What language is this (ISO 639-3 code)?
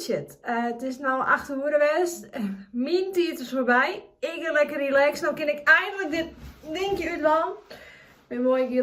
fry